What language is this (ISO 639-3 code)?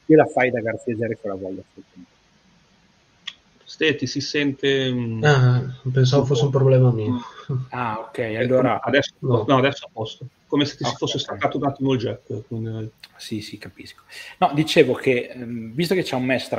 ita